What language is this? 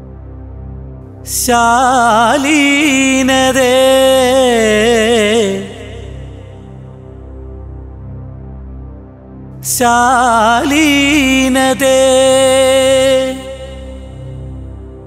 Malayalam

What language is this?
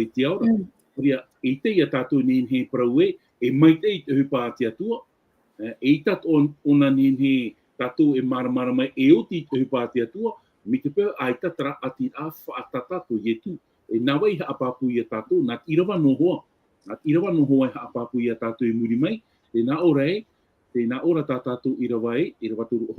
Tahitian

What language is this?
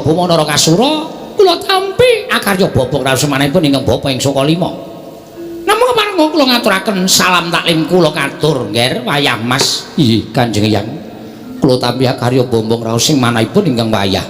Javanese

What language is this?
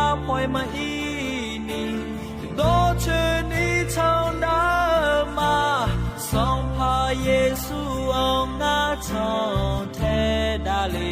Akha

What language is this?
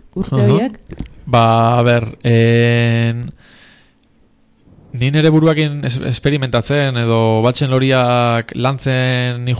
Basque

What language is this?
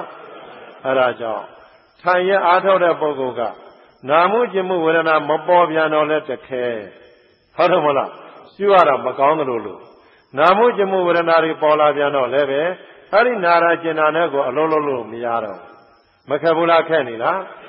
Burmese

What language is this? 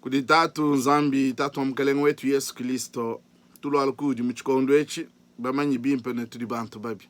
Luba-Lulua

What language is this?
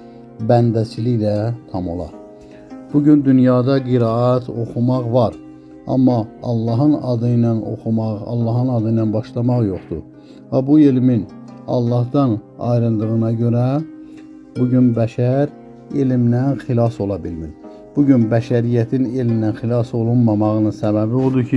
Azerbaijani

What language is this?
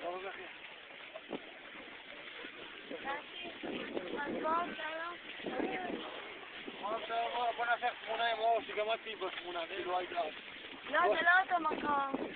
Hebrew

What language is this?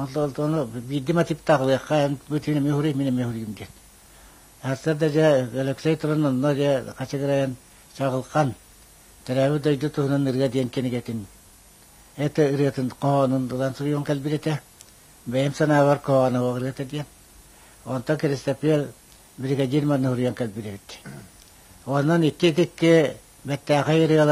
Yakut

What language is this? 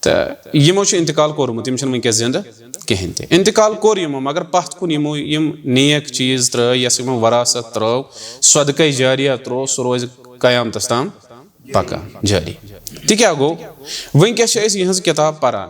Kashmiri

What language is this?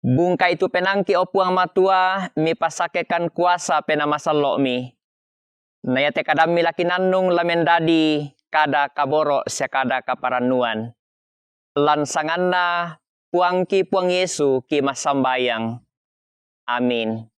Toraja-Sa'dan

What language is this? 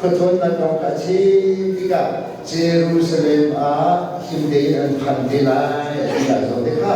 Hakha Chin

